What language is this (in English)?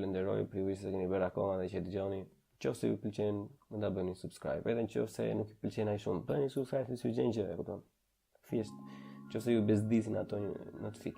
Albanian